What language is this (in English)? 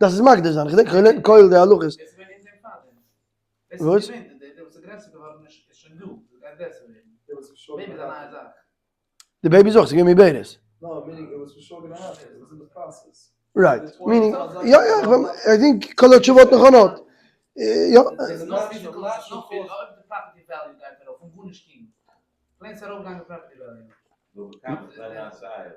Yiddish